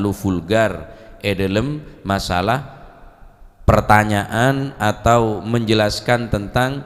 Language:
Madurese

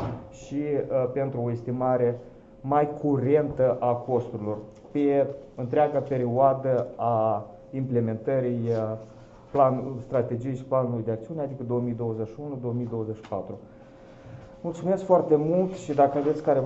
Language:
Romanian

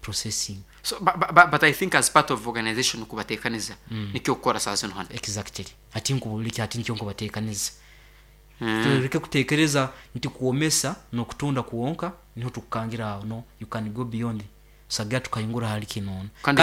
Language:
Nyankole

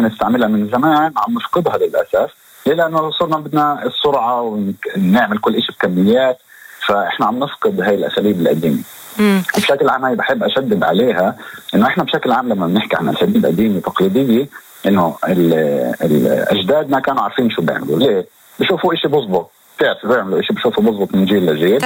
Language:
North Levantine Arabic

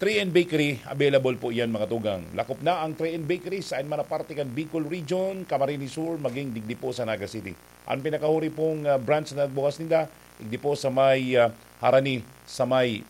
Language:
Bikol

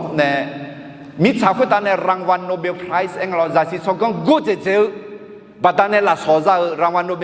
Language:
Akha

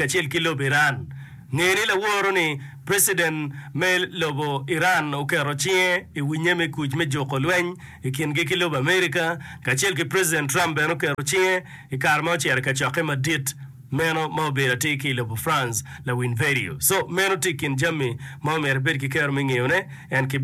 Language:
Acoli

